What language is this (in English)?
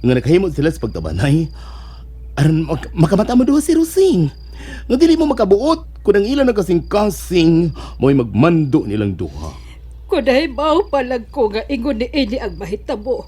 Cebuano